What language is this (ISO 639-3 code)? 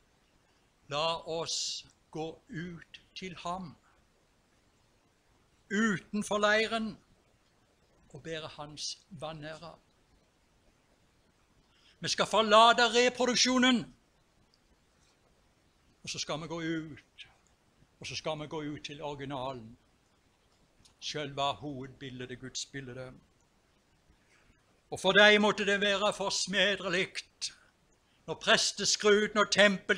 nor